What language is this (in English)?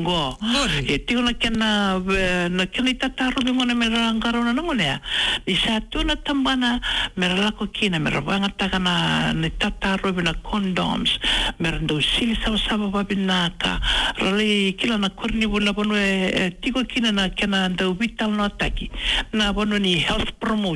Fijian